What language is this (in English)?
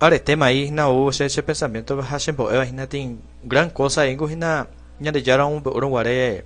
Guarani